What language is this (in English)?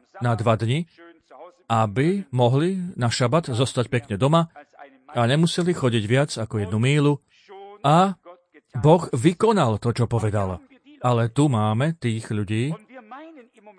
Slovak